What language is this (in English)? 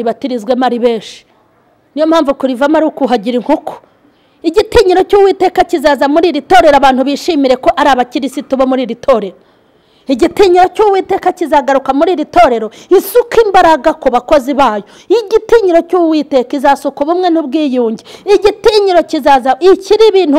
Kinyarwanda